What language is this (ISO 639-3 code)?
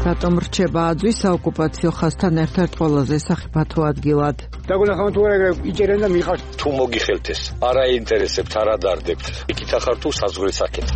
kat